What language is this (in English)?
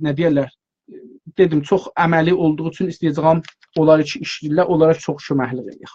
South Azerbaijani